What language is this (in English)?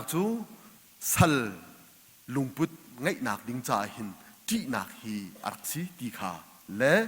Hakha Chin